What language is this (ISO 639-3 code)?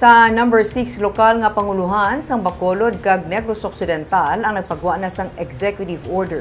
hil